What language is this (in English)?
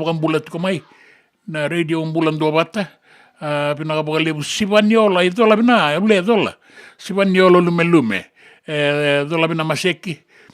Fijian